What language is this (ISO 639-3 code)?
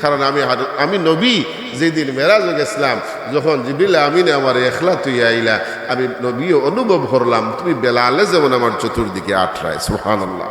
syl